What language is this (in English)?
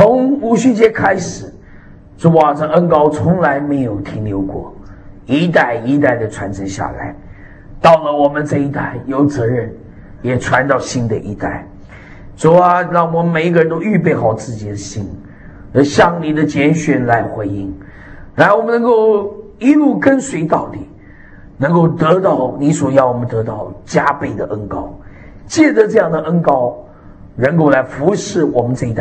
Chinese